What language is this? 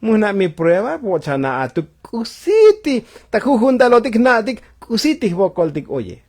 Tzotzil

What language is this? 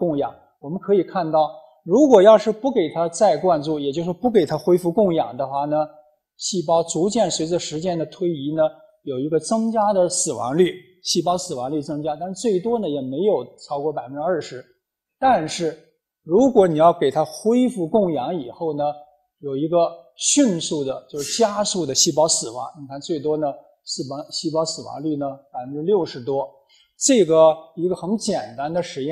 Chinese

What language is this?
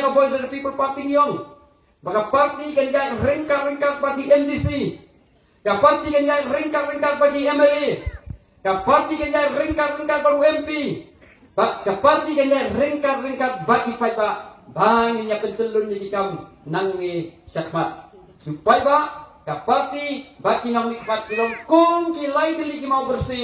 Khasi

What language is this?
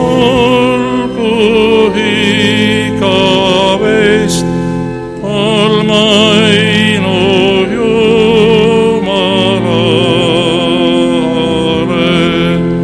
Estonian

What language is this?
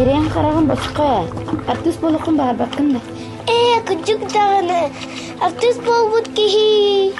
Yakut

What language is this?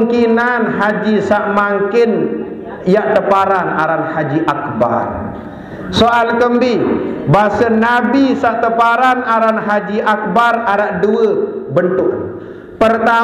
Sasak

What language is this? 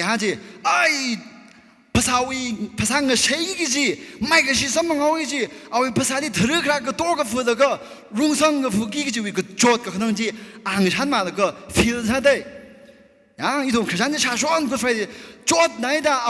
Tangkhul Naga (India)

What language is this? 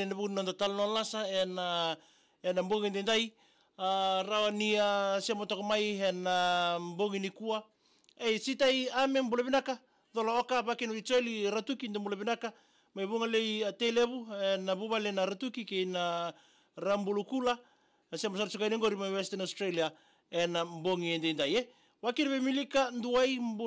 Fijian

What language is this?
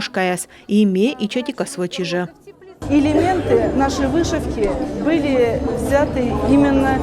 Komi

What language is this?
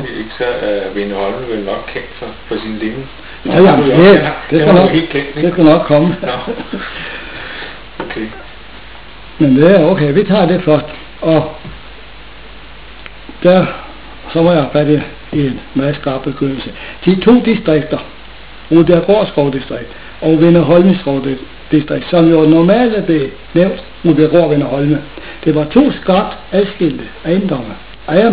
Danish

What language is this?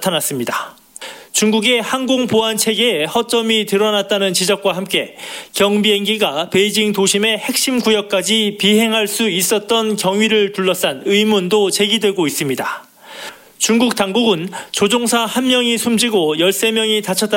Korean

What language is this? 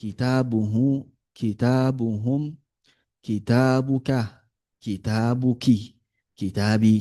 Yoruba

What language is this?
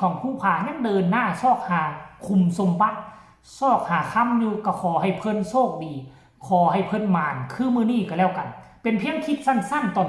Northeastern Thai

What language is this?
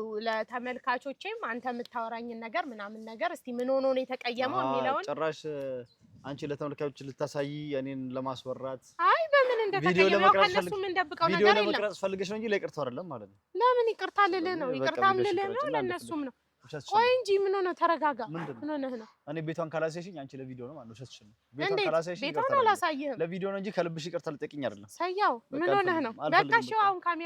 Amharic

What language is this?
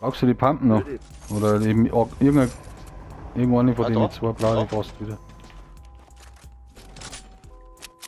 Bavarian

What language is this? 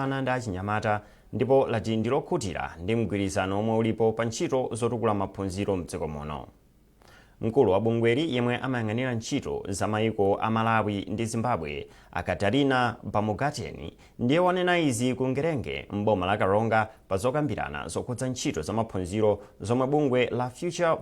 Nyanja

